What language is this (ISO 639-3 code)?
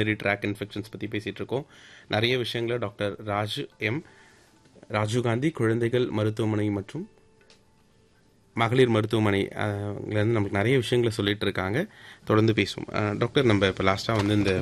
tam